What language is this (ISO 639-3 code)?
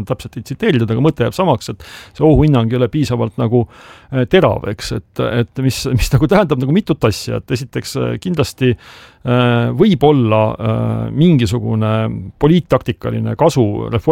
est